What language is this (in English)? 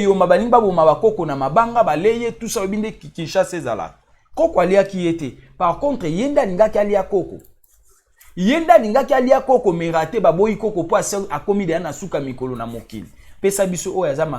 Lingala